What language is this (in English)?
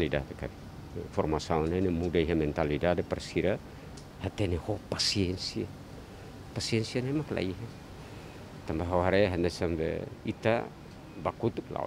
Tetum